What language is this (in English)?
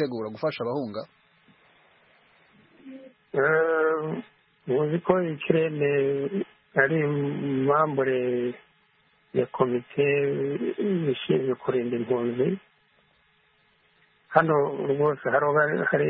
Kinyarwanda